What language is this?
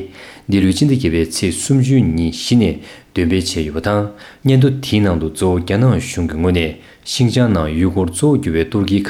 Tibetan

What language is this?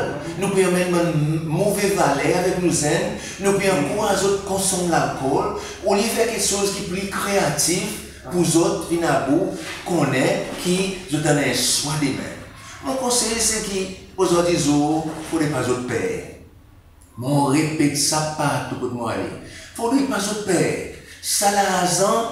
Seselwa Creole French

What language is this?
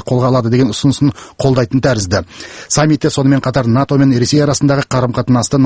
Kazakh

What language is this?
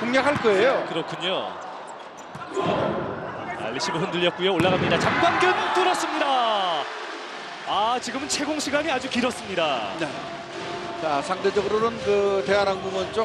Korean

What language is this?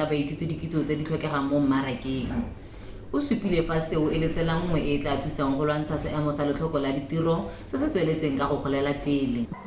Tswana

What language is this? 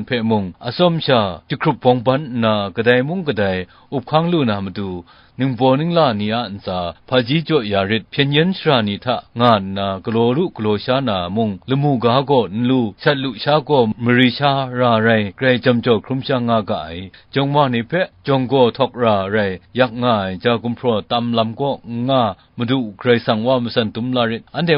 Kachin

